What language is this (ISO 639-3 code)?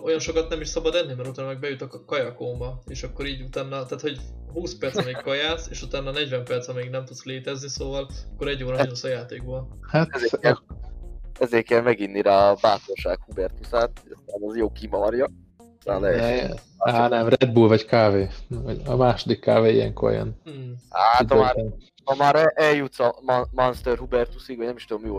hun